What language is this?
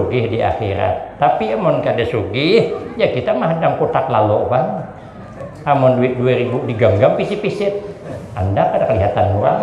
Banjar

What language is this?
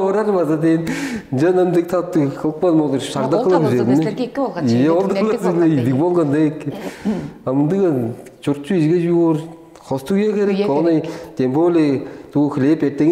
Tuvinian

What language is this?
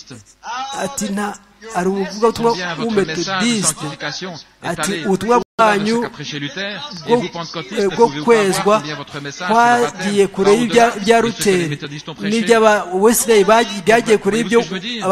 Kinyarwanda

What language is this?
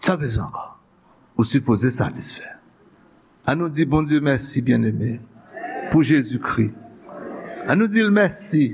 Haitian Creole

